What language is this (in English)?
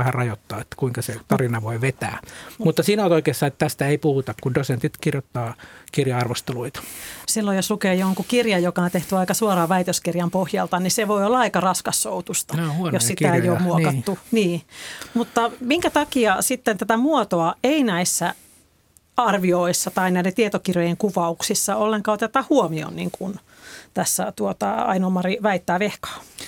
Finnish